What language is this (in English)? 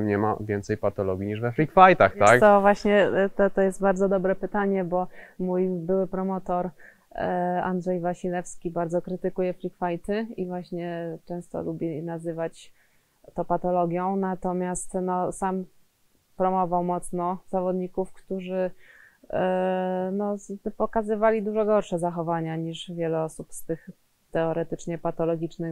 Polish